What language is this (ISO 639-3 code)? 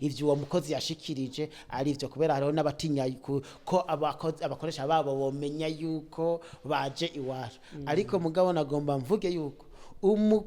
run